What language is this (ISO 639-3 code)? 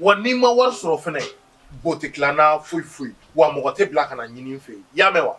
bam